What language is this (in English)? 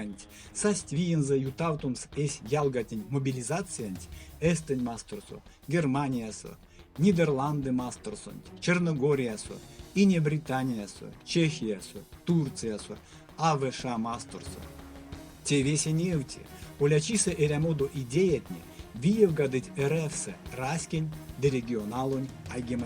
Erzya